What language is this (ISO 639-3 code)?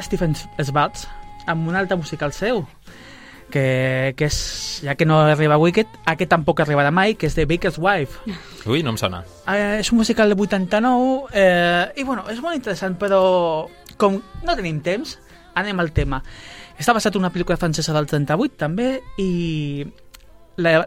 cat